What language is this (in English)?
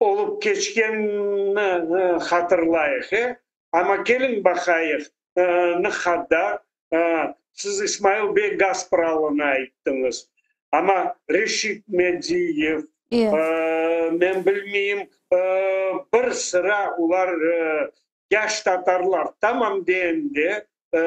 Crimean Tatar